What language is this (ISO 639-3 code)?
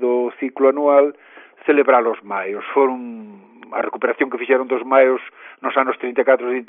glg